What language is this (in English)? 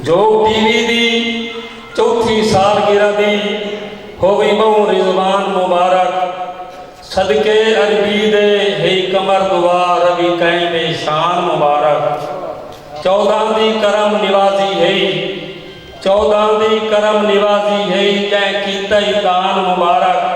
Saraiki